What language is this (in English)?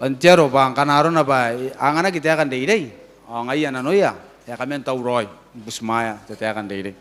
Gilbertese